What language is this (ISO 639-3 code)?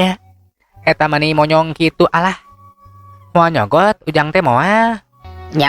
sun